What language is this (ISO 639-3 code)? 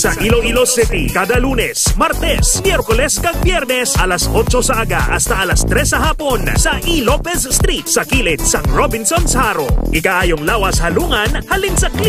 hil